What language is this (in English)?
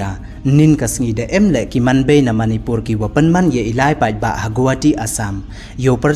Pnar